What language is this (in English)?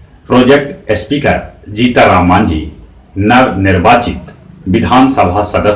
Magahi